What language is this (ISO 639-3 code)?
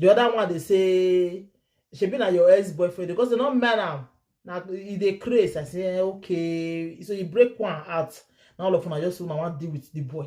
pcm